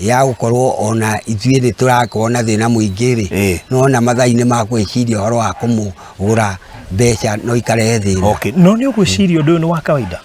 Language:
Kikuyu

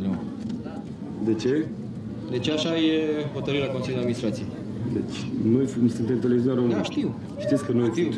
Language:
Romanian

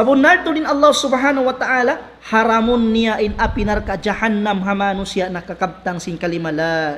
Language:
Tausug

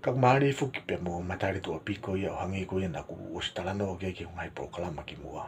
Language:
Tongan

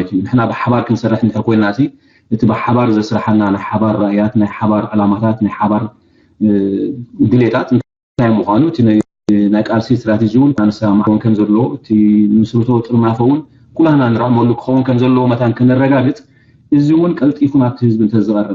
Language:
Tigrinya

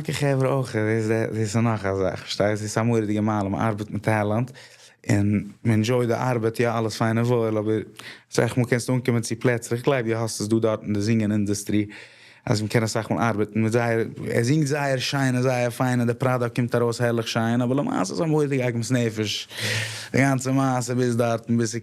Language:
Yiddish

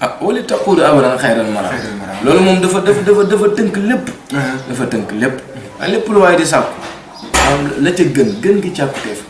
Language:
Wolof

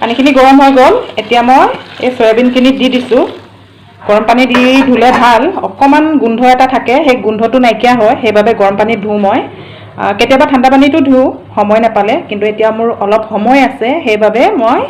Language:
Assamese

